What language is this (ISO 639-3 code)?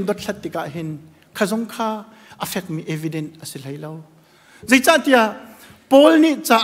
cnh